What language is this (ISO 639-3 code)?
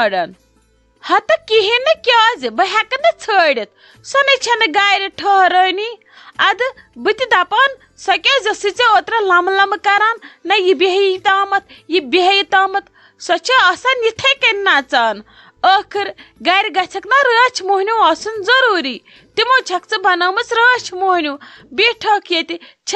kas